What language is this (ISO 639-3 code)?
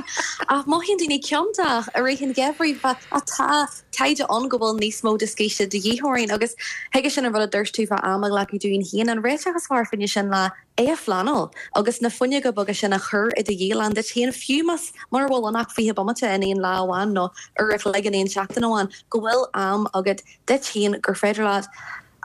gle